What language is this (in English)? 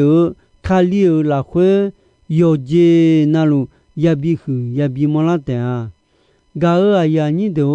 Akha